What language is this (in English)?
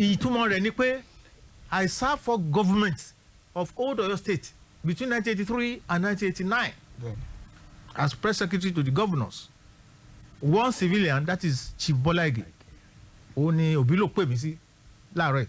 Yoruba